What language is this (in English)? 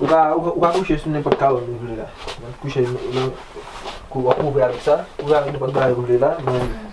Haitian Creole